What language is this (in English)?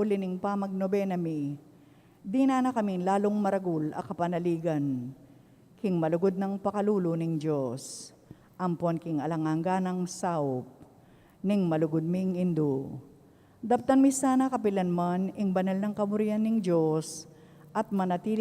Pampanga